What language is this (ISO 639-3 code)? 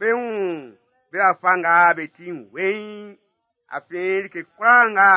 bci